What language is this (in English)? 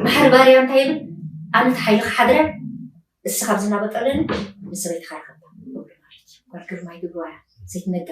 Tigrinya